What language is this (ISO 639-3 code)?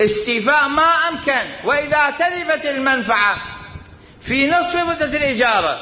acm